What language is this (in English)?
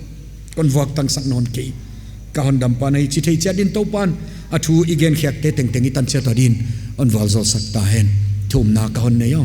Paite Chin